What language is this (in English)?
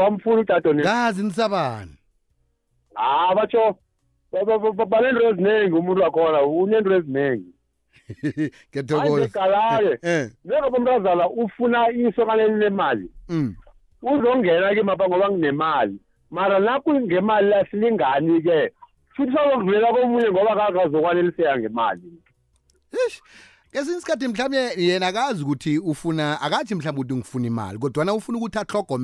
South Ndebele